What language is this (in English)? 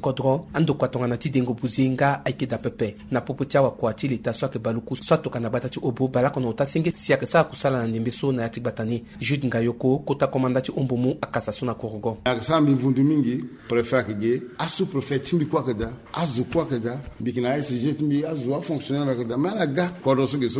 Sango